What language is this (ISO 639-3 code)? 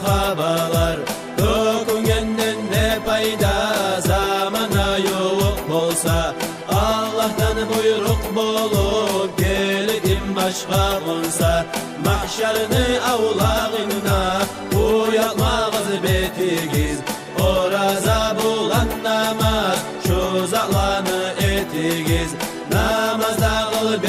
kum